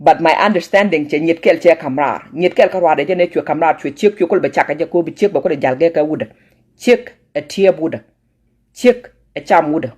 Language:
Nuer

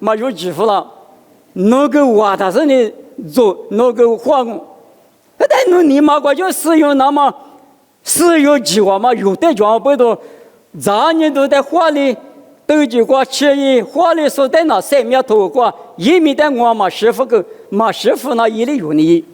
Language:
Lisu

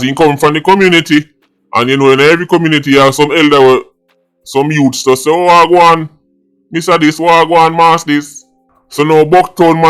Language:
Jamaican Creole English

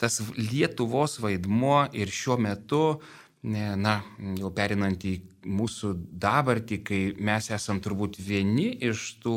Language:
Lithuanian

